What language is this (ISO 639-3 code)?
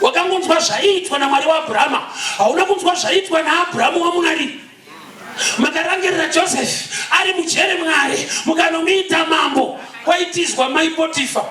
sna